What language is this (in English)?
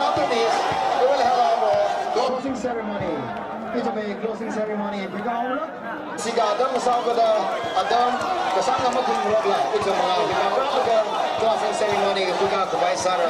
Tangkhul Naga (India)